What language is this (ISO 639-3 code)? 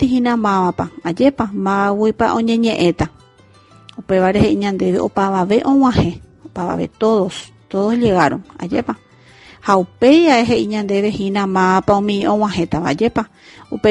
grn